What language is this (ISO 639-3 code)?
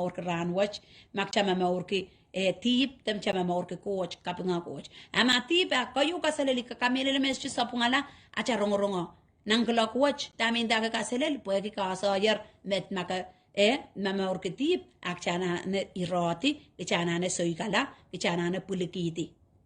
pon